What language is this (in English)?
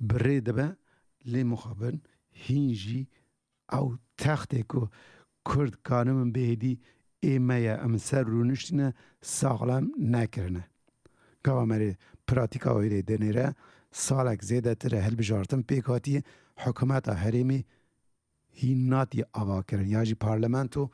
Kurdish